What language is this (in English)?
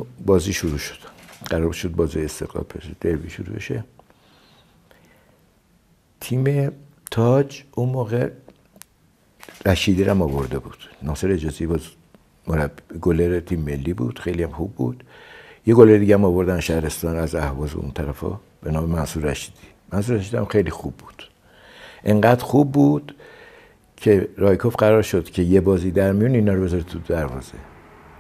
Persian